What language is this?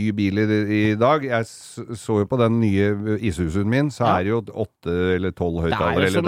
Norwegian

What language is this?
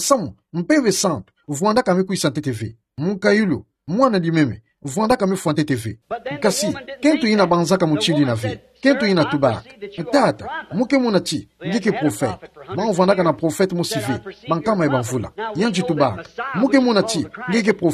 Kituba (Democratic Republic of Congo)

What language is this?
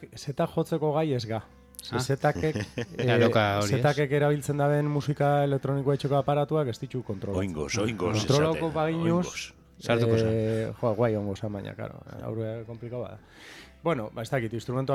Basque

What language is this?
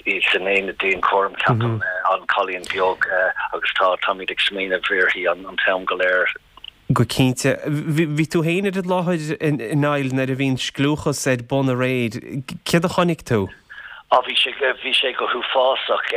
Irish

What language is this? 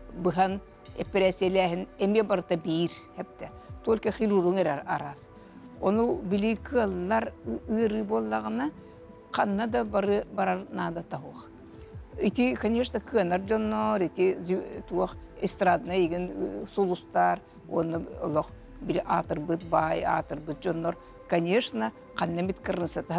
Yakut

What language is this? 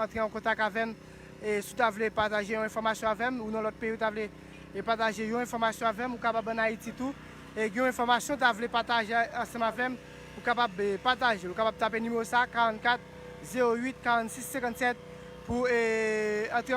Haitian Creole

